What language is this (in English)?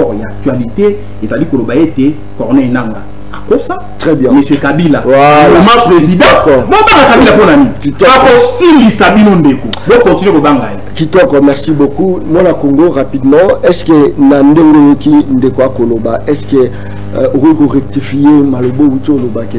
Lingala